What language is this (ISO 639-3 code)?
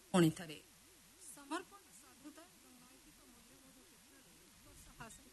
ori